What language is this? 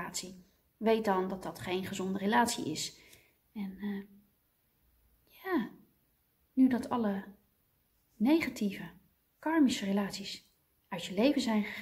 Dutch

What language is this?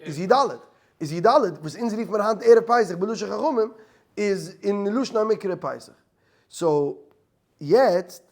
Yiddish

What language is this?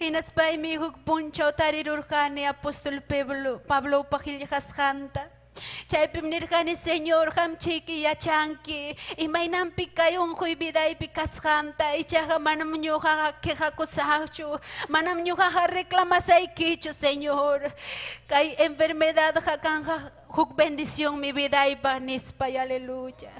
Ayacucho Quechua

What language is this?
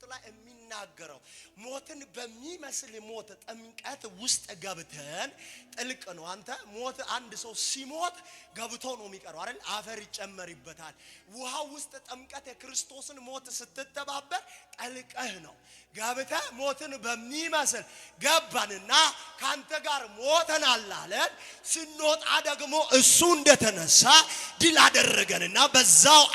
Amharic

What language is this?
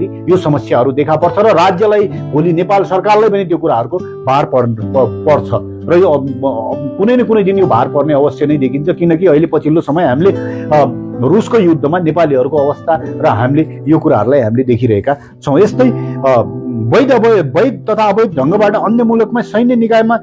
Nepali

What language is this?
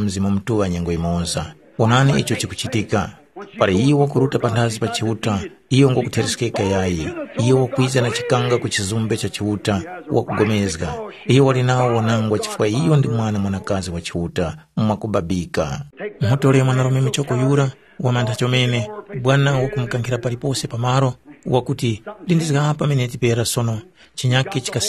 Tumbuka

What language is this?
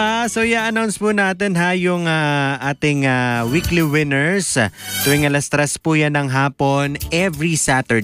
Filipino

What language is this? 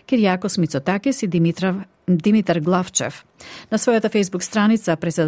Macedonian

